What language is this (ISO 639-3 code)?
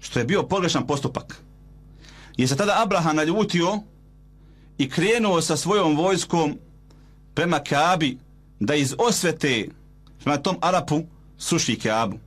bos